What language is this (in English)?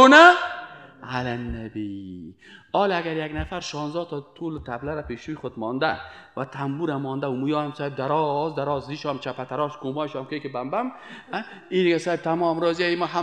Persian